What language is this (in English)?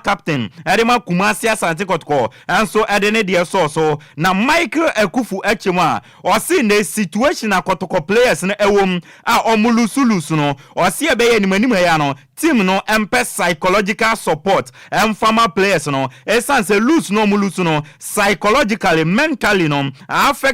Akan